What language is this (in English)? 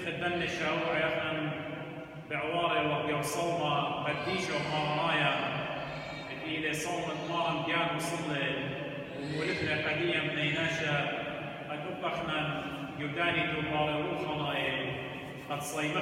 Assyrian Neo-Aramaic